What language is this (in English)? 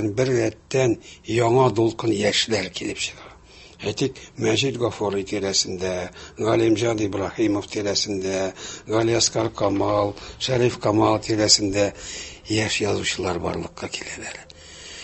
Tatar